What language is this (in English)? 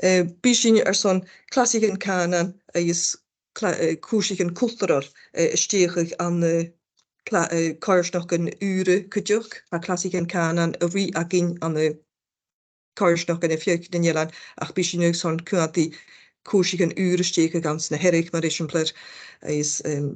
Scottish Gaelic